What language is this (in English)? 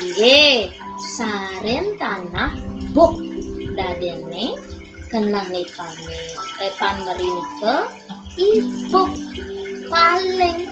Balinese